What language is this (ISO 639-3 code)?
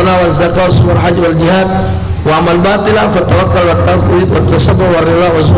mui